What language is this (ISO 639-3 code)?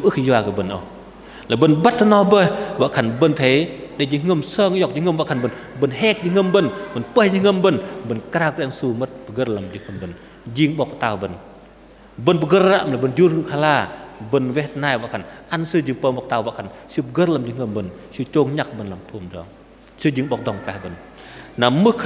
bdq